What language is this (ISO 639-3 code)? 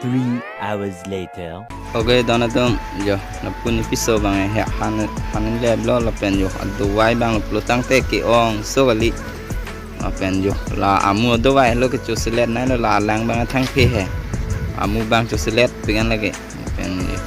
mjw